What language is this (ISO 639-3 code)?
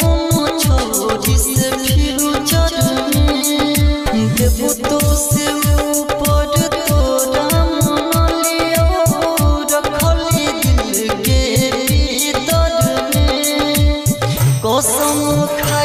bho